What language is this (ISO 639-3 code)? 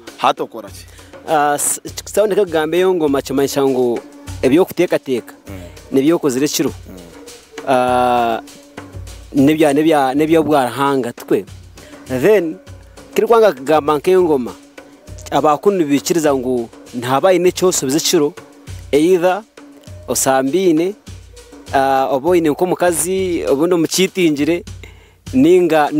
nyn